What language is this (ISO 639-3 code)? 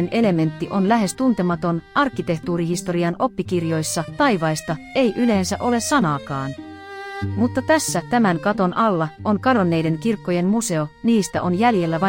fin